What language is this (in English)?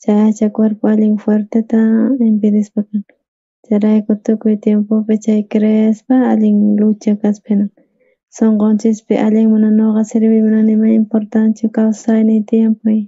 South Bolivian Quechua